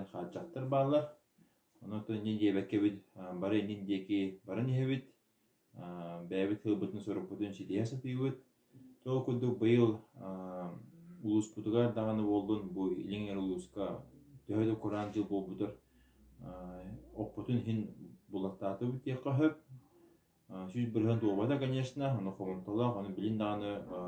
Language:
Yakut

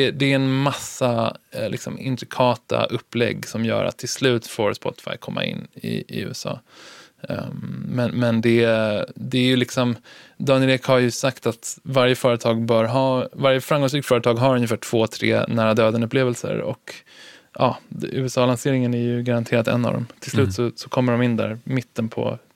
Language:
Swedish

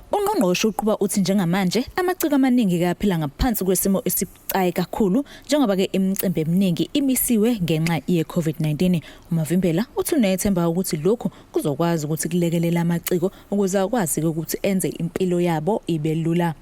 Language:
Zulu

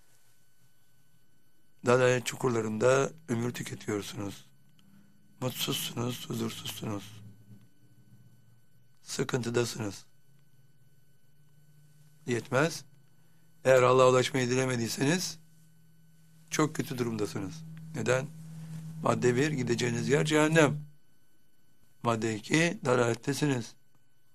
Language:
Turkish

